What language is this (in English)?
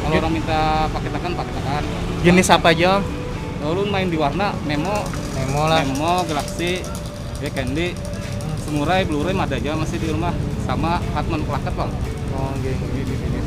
Banjar